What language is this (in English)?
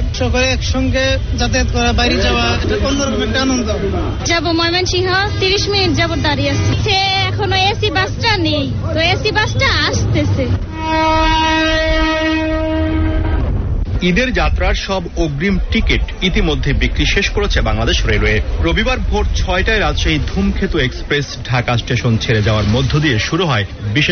Bangla